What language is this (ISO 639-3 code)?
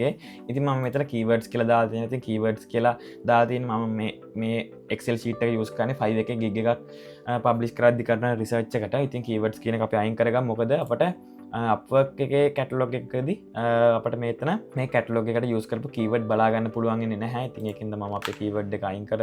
sin